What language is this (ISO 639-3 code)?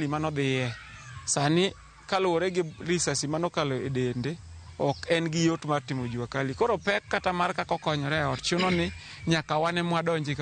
luo